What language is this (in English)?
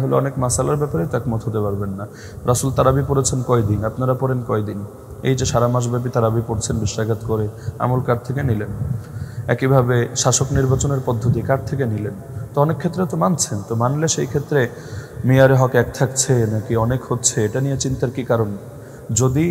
Bangla